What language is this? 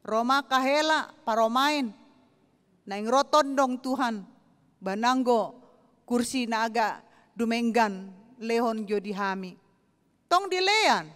Batak Toba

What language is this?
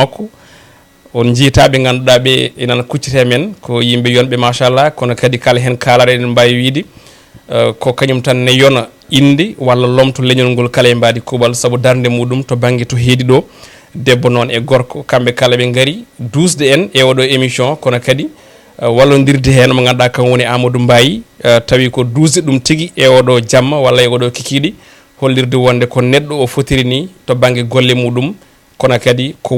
Fula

